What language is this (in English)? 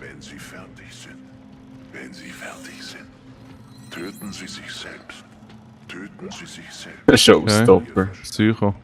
Swiss German